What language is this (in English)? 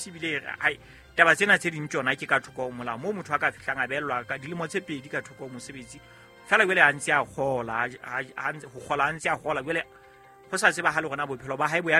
Southern Sotho